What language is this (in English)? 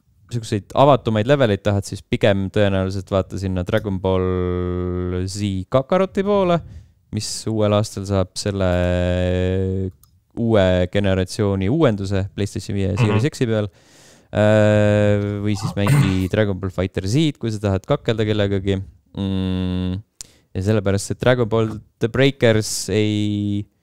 Estonian